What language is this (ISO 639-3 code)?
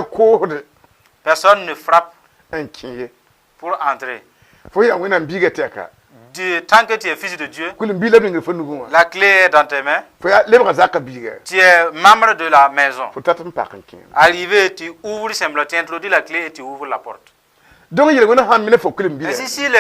mos